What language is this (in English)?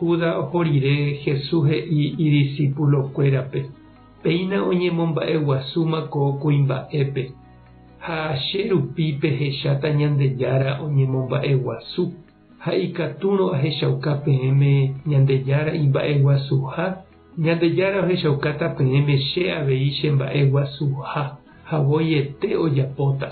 Guarani